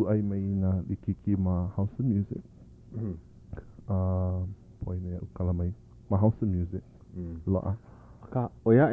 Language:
Hawaiian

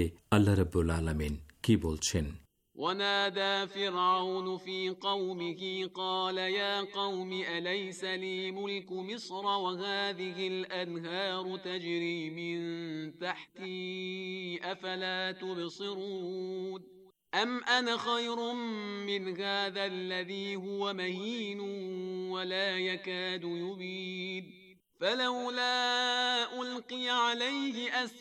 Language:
Bangla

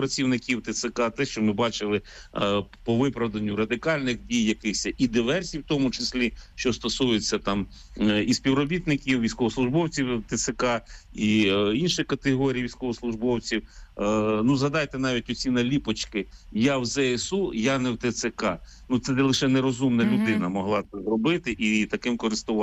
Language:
Ukrainian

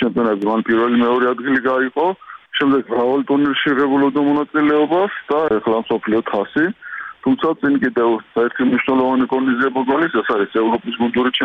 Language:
Georgian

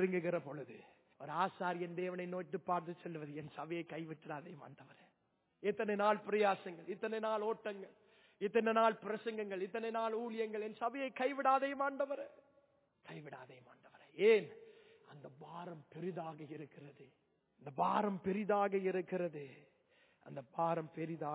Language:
Tamil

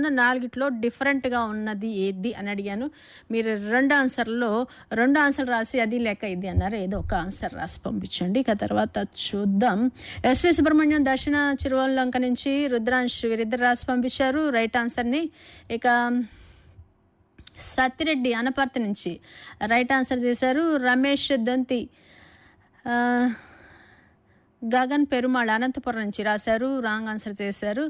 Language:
Telugu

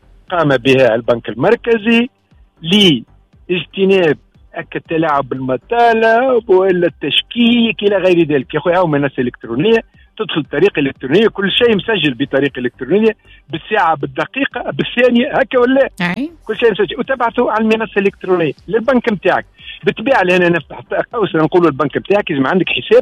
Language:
Tunisian Arabic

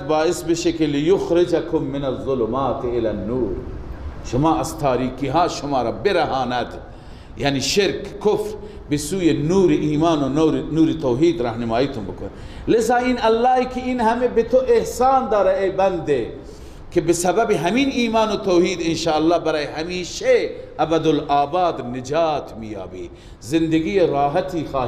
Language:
Persian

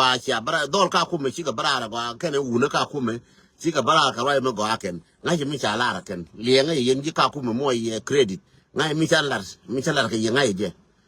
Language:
Nuer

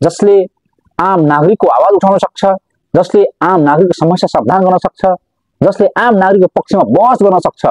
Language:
Nepali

